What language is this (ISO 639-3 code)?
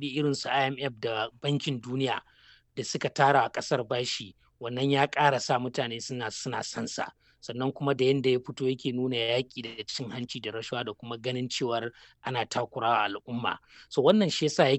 hau